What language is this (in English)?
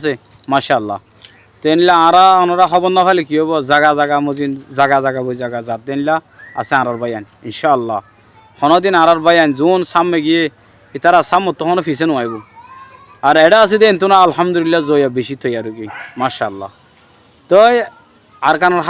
Rohingya